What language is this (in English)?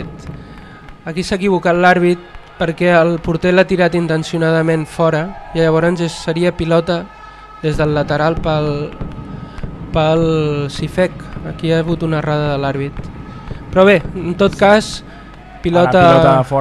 Catalan